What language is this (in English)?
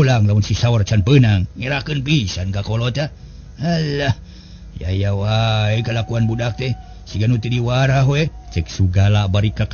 Sundanese